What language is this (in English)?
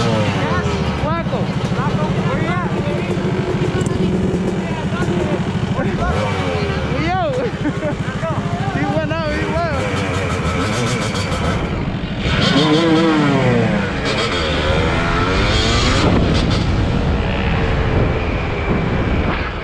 English